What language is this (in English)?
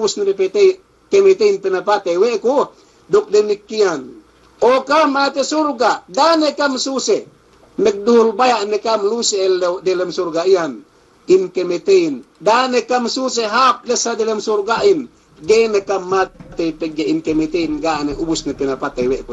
Yakan